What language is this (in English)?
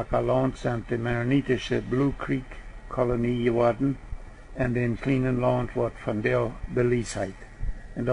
Plautdietsch